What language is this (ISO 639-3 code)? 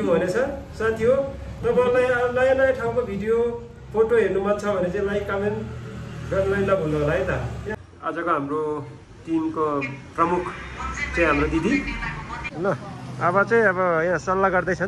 nep